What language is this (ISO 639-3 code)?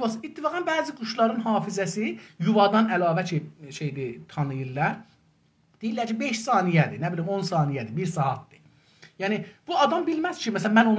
azb